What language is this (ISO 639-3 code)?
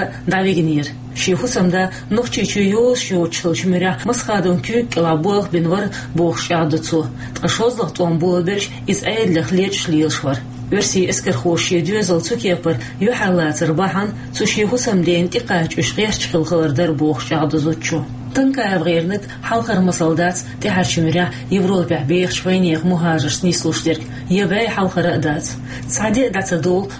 che